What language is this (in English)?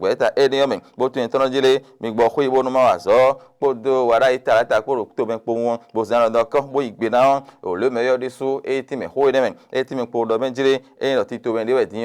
Fon